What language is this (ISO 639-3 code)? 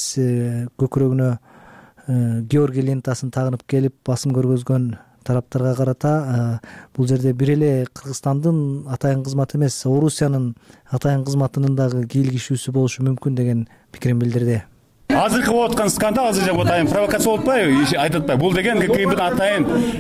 kir